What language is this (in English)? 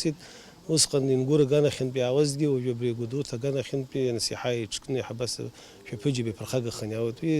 Abkhazian